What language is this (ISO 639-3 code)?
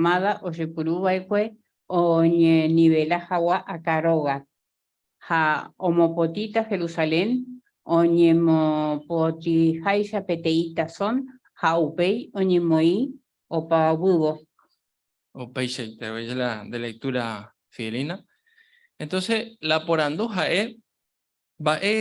grn